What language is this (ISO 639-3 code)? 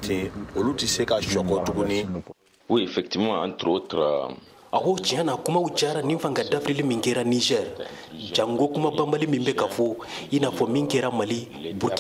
bam